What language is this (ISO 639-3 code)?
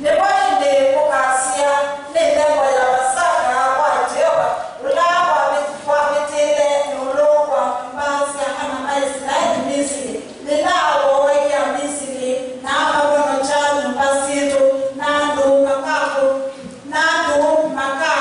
kam